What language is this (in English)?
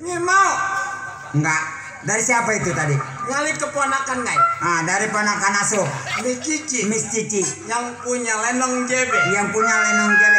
Betawi